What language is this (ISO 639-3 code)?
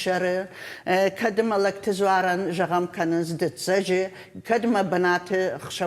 oss